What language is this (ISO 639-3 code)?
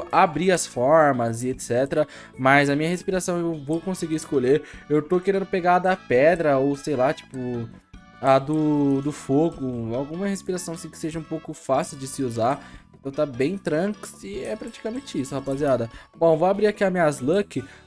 por